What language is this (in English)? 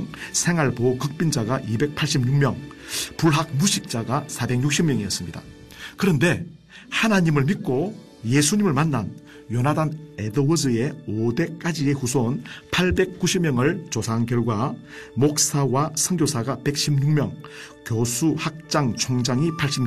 Korean